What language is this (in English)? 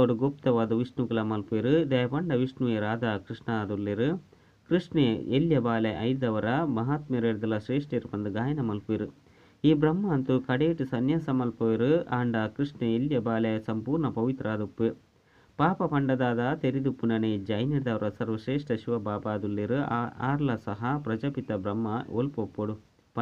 Tulu